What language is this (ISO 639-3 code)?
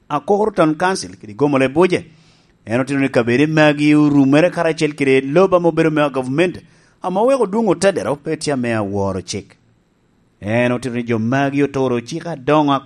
laj